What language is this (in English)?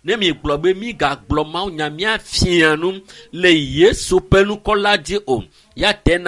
Ewe